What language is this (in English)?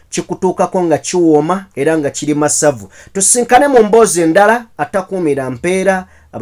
Ganda